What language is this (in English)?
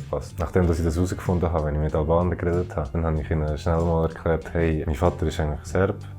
Swiss German